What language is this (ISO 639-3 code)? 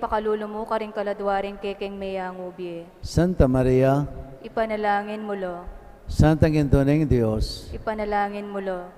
pam